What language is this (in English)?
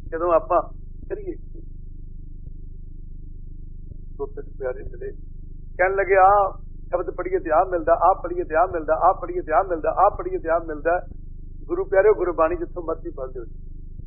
Punjabi